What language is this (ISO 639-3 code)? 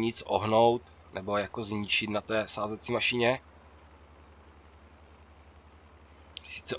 ces